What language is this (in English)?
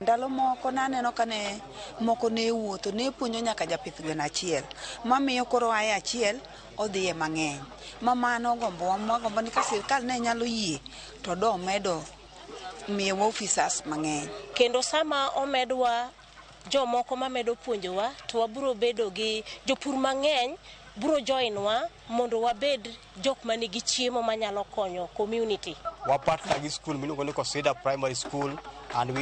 Luo (Kenya and Tanzania)